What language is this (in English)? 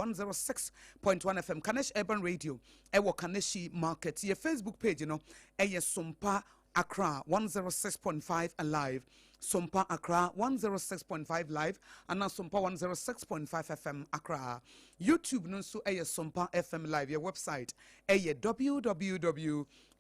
Akan